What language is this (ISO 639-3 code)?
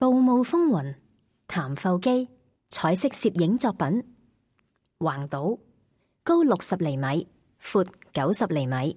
yue